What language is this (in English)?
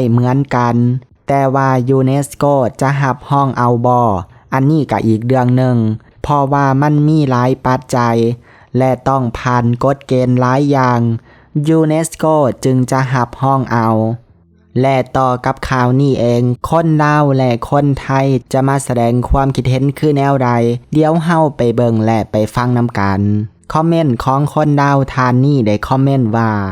Lao